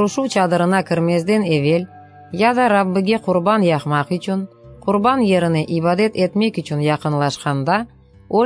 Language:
Crimean Tatar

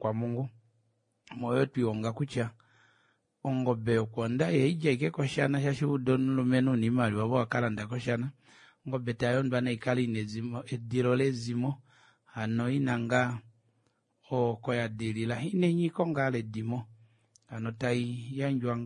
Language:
Kuanyama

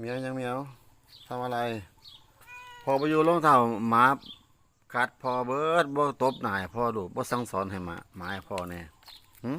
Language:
Lao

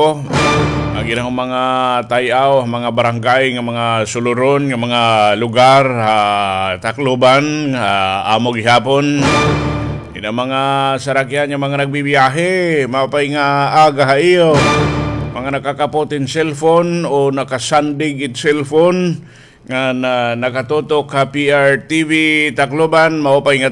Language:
Waray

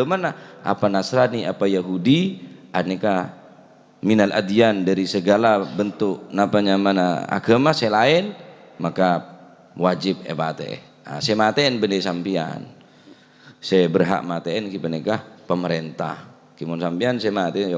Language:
Madurese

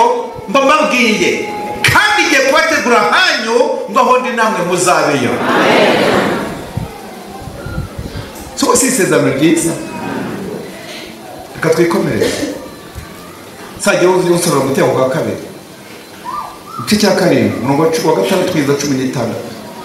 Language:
Kinyarwanda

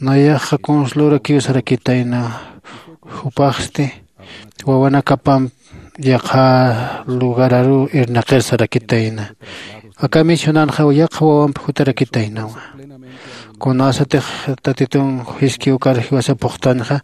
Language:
Aymara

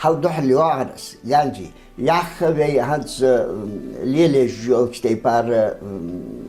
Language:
Ingush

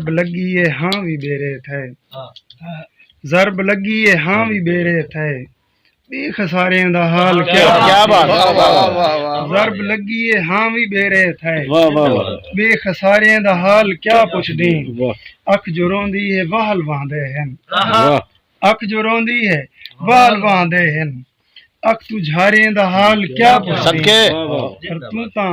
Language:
Saraiki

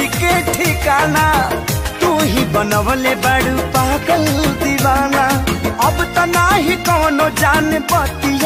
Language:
Bhojpuri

